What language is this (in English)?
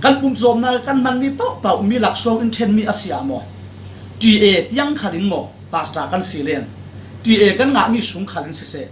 Falam Chin